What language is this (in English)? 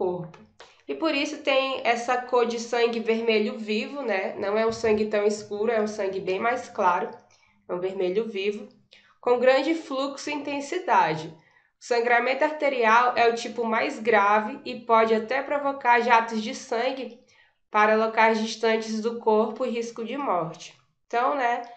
Portuguese